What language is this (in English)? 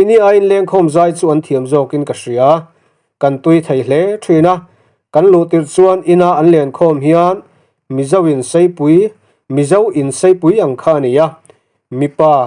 Mizo